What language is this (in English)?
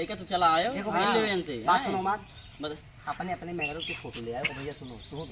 Awadhi